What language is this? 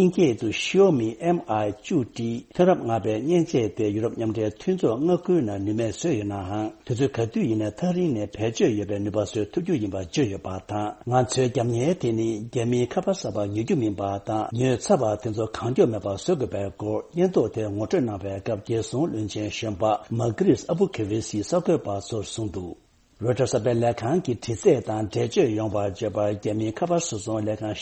Tibetan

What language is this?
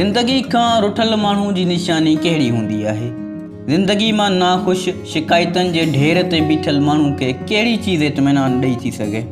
Sindhi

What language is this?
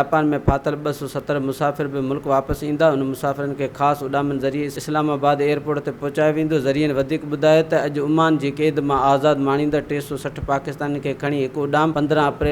Sindhi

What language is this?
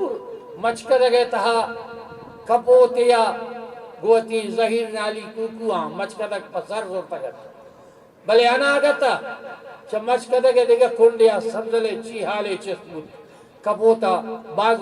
Eastern Balochi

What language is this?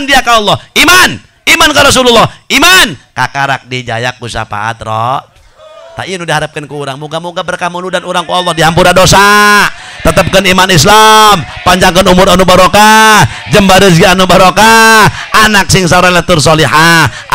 Sundanese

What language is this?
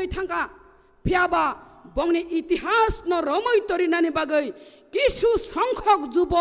Kok Borok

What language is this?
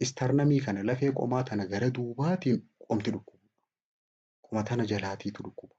Oromo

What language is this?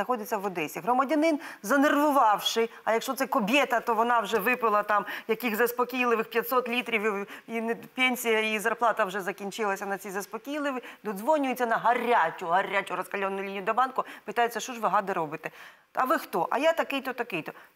Ukrainian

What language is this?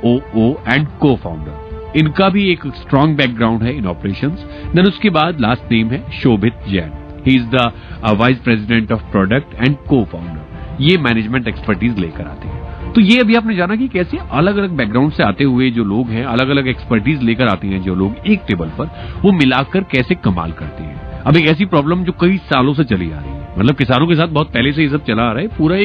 Hindi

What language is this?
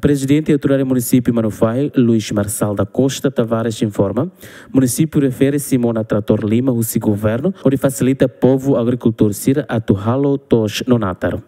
Tetum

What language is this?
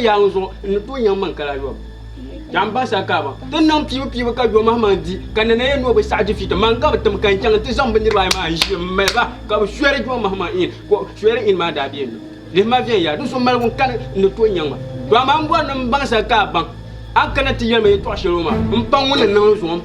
Dagbani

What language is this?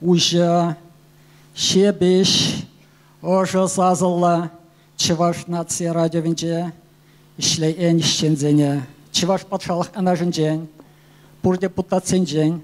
Chuvash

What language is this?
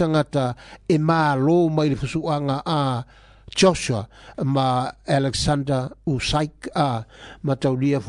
Samoan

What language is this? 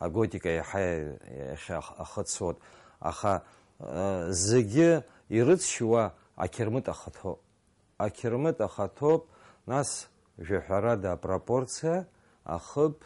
Abkhazian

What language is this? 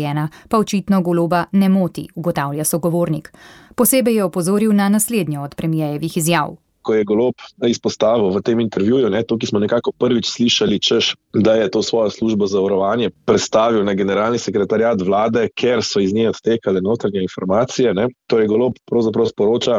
Slovenian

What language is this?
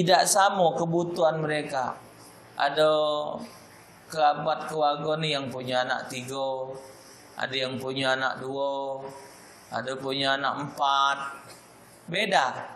Musi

